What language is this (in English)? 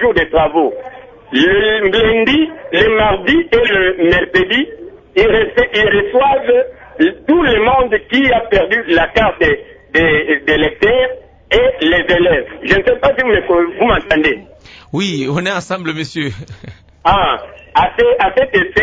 French